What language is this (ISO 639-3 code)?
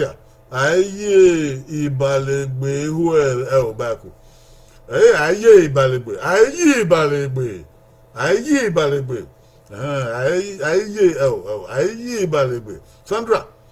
bin